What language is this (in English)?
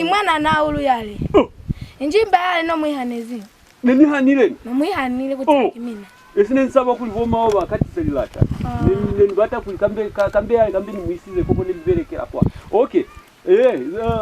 Lozi